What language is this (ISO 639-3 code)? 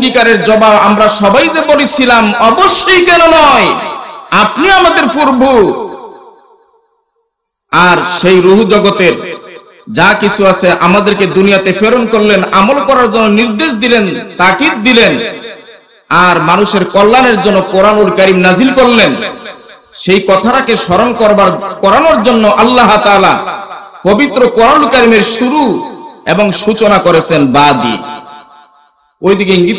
ben